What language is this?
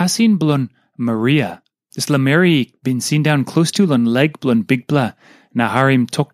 Tok Pisin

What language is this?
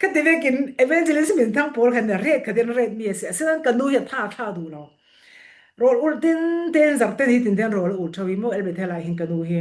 Falam Chin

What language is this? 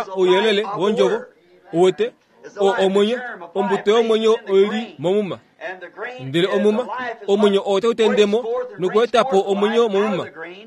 Kuanyama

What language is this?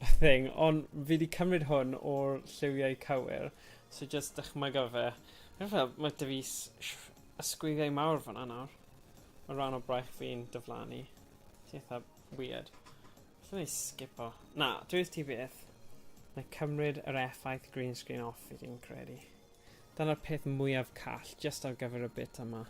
Welsh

